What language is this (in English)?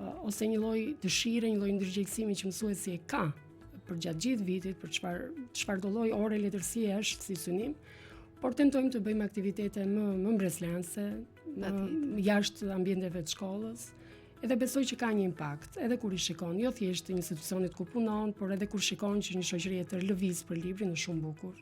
Albanian